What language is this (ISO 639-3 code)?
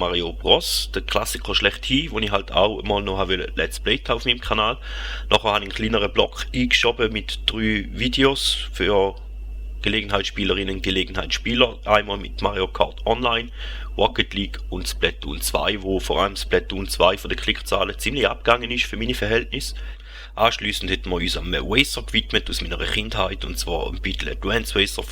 gsw